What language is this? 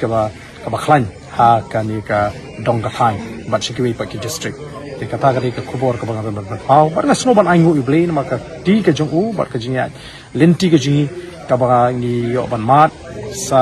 Khasi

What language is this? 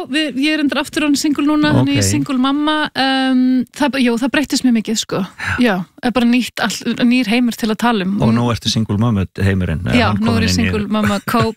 Icelandic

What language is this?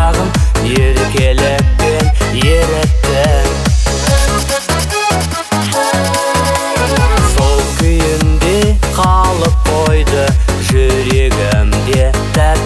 Kazakh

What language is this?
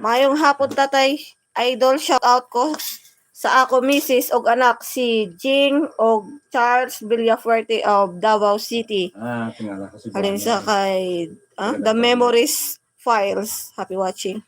Hiligaynon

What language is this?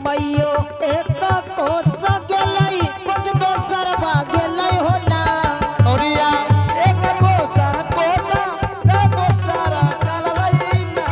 Angika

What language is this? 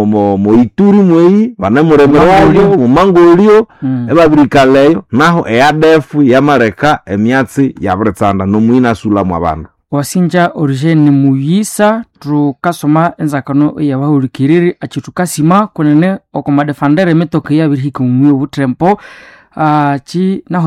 Nande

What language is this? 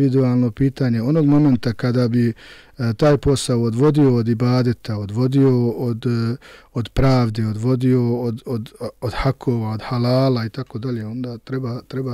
Bosnian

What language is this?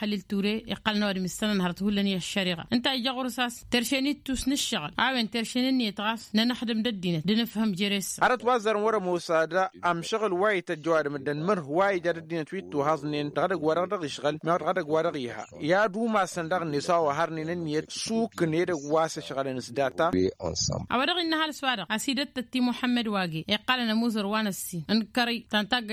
Tamasheq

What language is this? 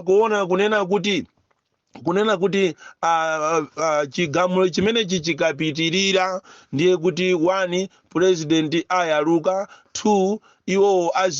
Nyanja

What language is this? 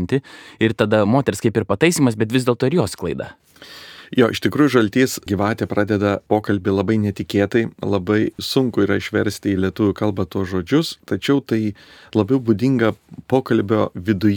Lithuanian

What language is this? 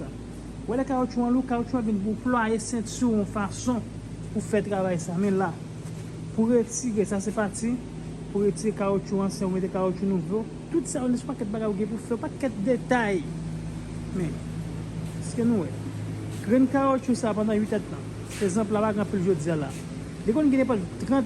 Haitian Creole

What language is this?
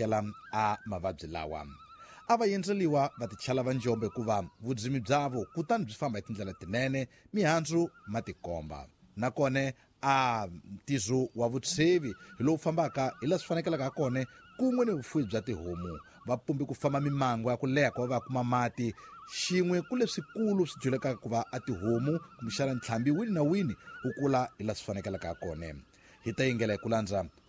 Tsonga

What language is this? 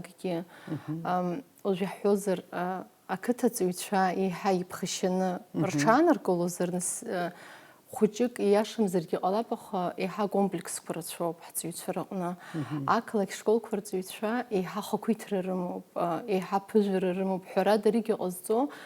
Abkhazian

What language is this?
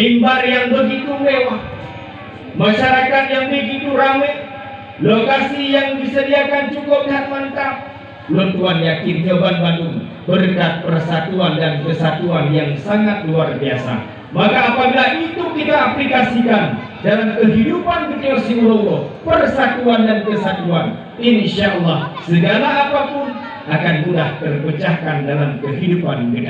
Achinese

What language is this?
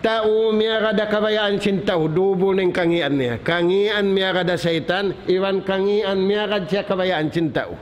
Tausug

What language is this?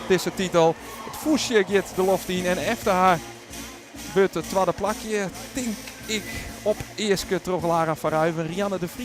Western Frisian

